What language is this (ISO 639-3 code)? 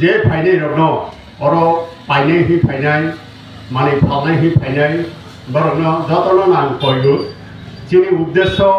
trp